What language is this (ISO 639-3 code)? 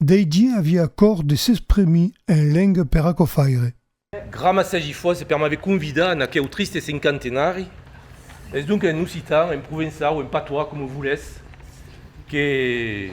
oci